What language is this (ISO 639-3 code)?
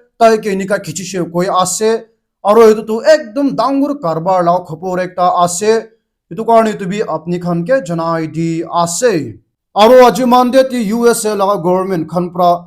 nag